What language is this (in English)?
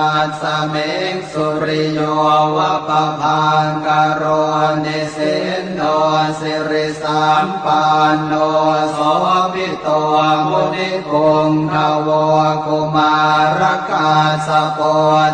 Pali